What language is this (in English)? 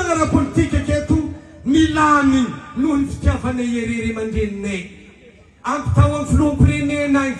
Malagasy